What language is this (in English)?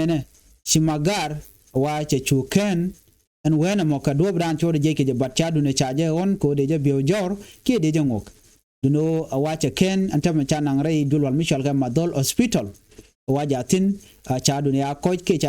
Nuer